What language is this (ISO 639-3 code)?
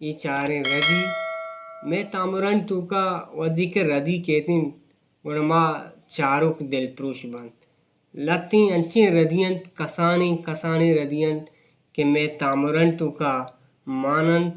bal